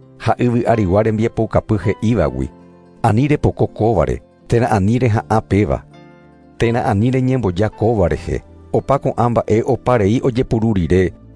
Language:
Guarani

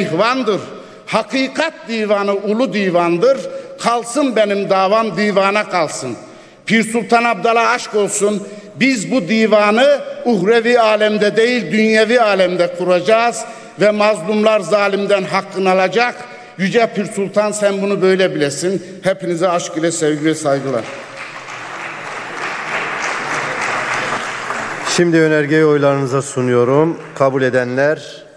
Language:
Turkish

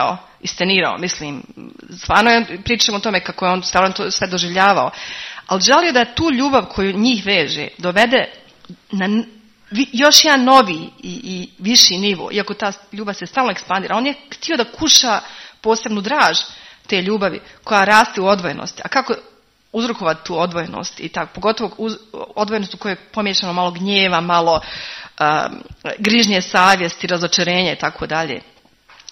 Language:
Croatian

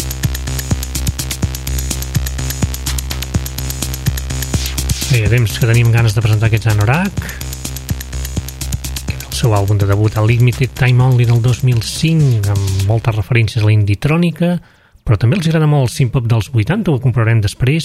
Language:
Catalan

